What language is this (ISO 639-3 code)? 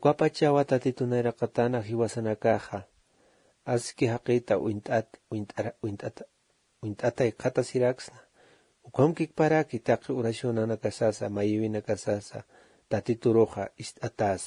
aym